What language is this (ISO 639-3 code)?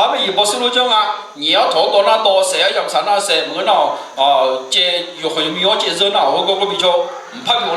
ahk